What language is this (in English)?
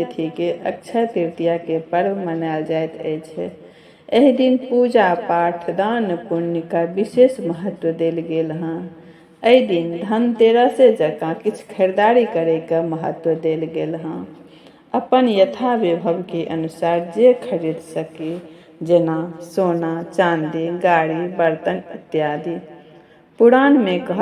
Maithili